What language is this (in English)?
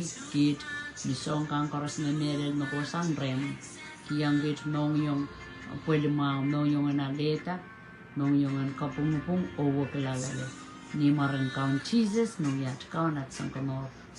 Pohnpeian